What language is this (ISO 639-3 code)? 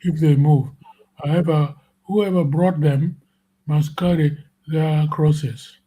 ach